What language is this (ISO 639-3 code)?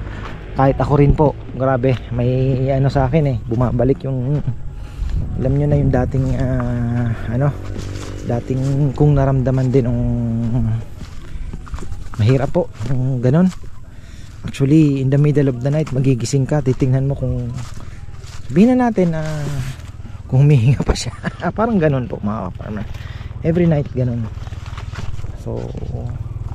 fil